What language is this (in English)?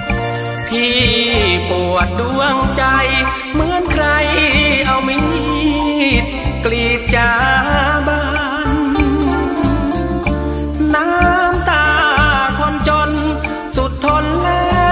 Thai